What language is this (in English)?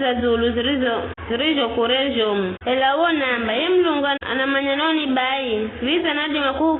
Giryama